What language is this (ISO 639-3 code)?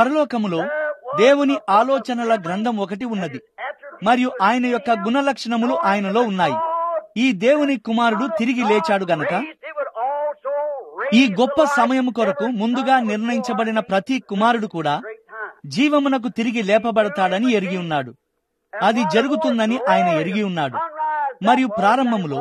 tel